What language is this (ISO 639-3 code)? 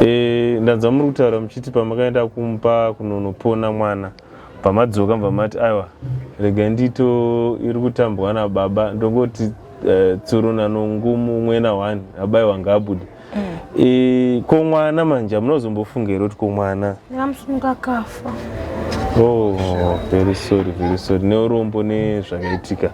sna